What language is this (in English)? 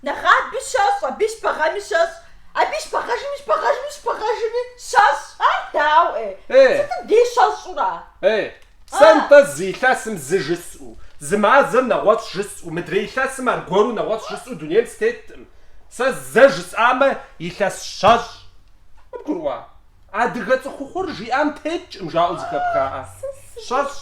Kabardian